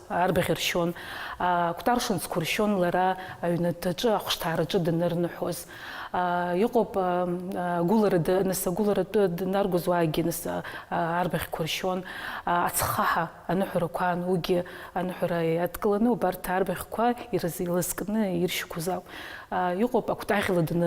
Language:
Abkhazian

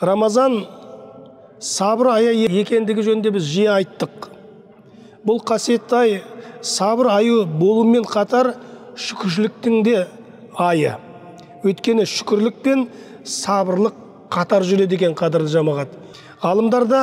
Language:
Kazakh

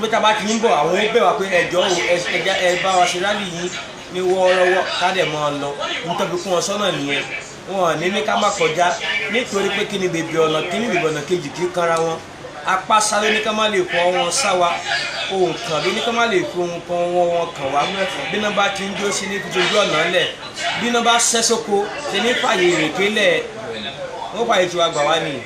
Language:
Yoruba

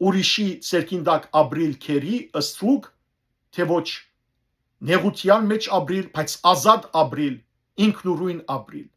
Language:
Western Armenian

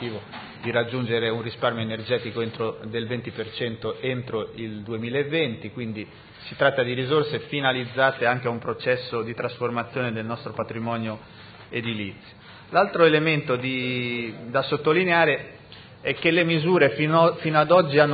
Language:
Italian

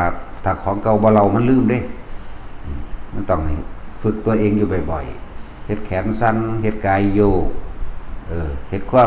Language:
Northeastern Thai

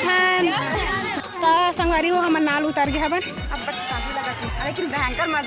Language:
Chhattisgarhi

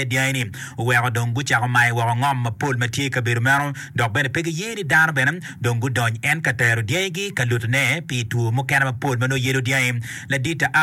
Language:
Acoli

